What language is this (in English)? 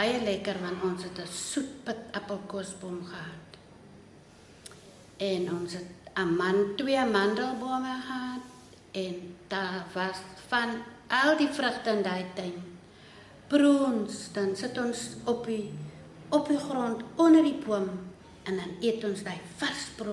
Afrikaans